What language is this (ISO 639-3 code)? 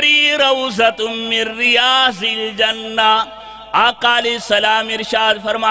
urd